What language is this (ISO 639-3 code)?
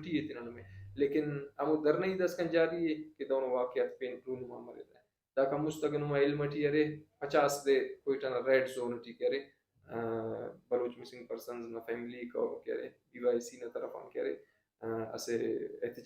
brh